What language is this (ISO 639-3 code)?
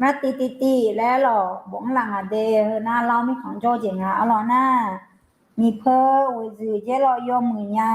ahk